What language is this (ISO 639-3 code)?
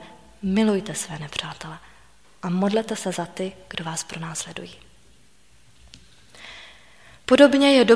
ces